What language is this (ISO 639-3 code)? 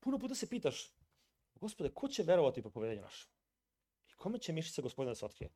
srp